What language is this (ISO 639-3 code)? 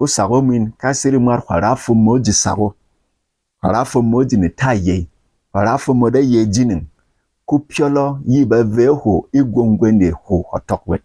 bom